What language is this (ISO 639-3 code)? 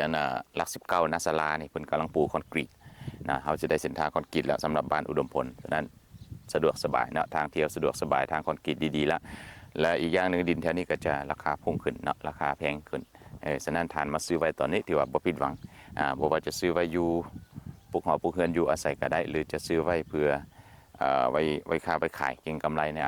lao